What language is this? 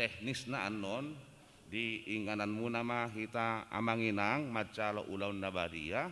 Batak Toba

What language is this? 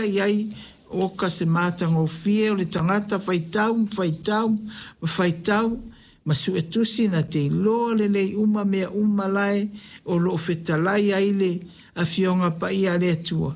Samoan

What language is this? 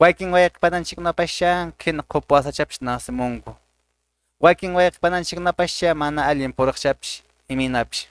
Quechua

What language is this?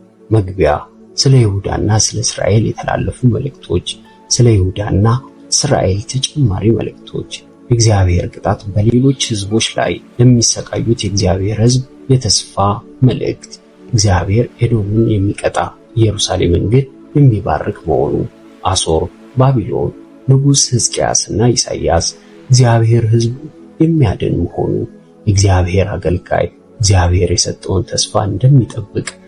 Amharic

